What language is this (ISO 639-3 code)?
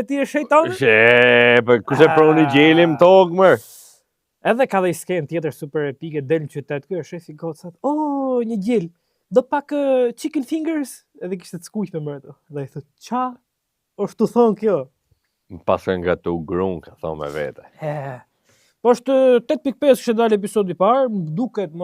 sqi